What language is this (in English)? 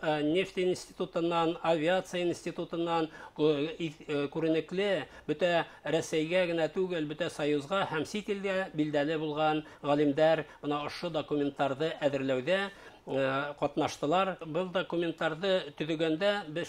Bashkir